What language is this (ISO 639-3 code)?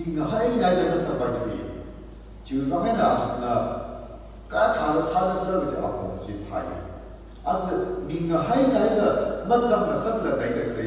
nmf